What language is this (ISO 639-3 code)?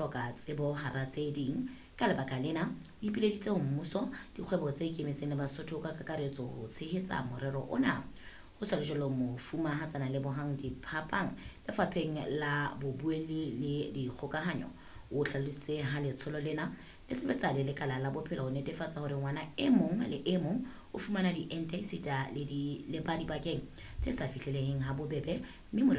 sot